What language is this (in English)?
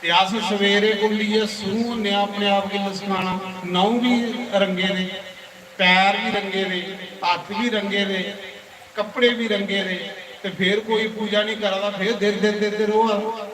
Dogri